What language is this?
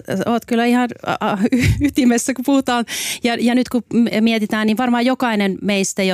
Finnish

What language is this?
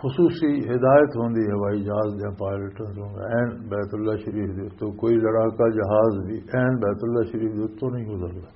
Western Panjabi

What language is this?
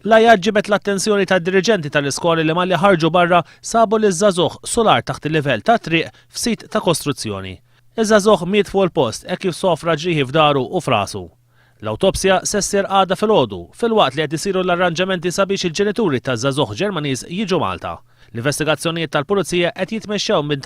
Maltese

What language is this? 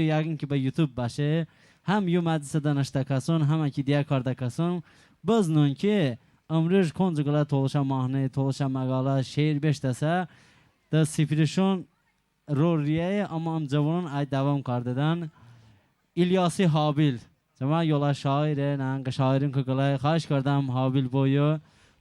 Talysh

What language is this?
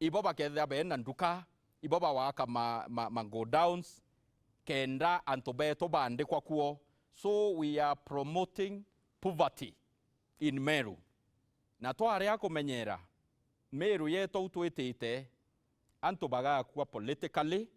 Meru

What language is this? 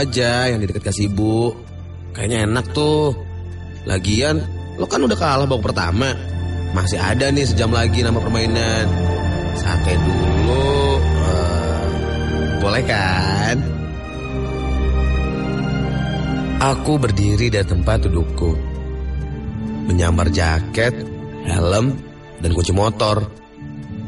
Indonesian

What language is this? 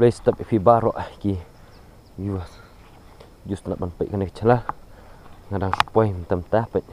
Khasi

